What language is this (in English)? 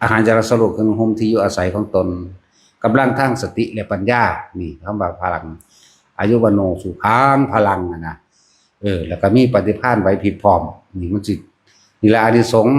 Northeastern Thai